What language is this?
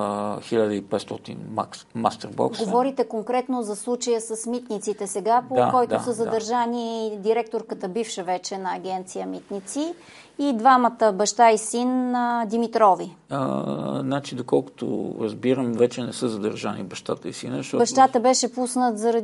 Bulgarian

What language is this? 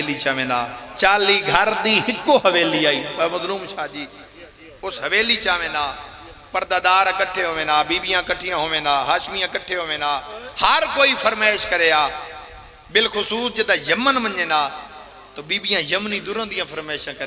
Pahari-Potwari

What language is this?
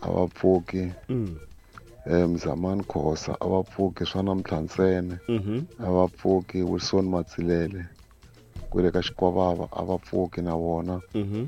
Tsonga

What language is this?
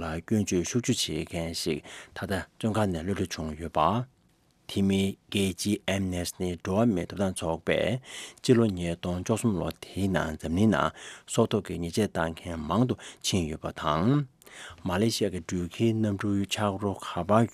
Tibetan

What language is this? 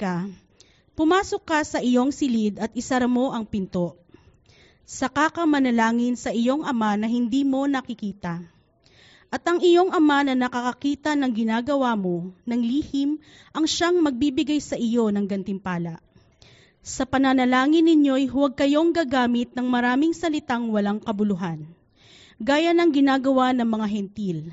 Filipino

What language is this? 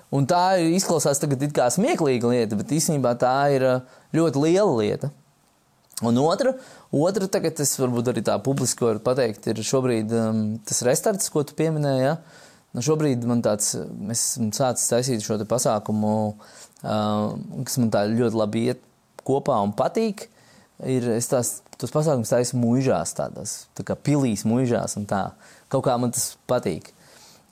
Latvian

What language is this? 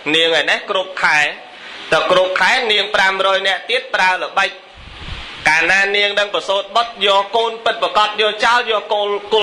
Khmer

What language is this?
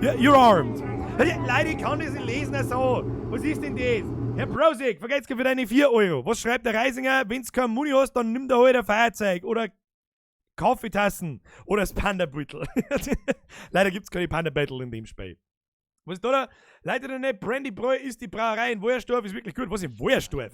Bavarian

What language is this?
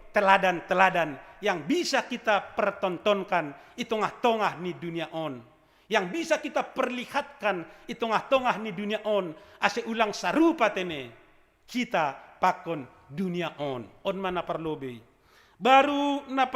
Batak Simalungun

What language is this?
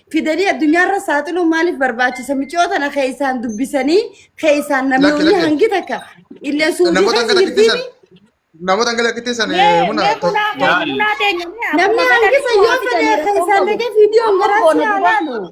Oromo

